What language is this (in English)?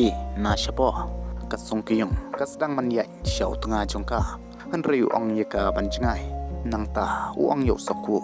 Khasi